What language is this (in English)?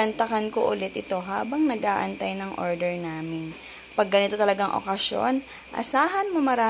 Filipino